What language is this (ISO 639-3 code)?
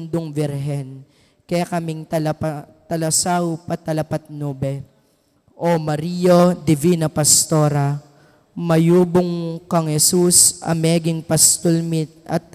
pam